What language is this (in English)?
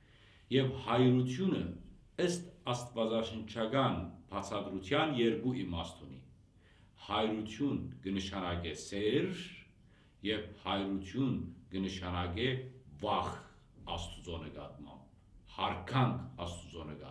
Western Armenian